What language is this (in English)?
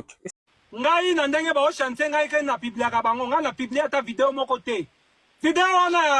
Lingala